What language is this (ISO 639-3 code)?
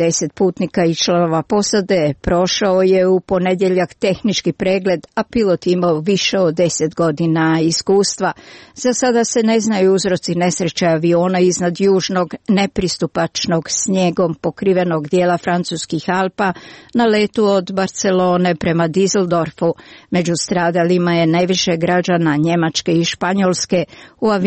hrv